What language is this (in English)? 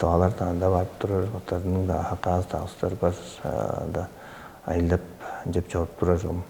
Tuvinian